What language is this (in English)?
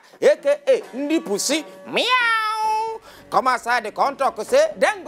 Nigerian Pidgin